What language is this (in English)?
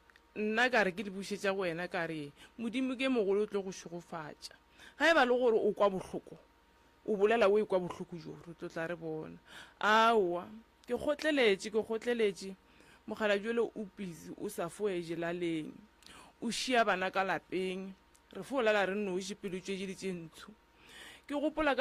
Northern Sotho